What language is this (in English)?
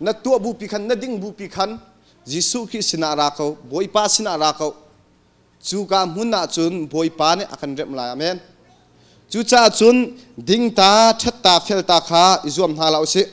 Hakha Chin